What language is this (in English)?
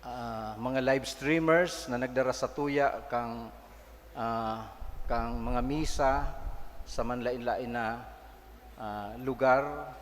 Bikol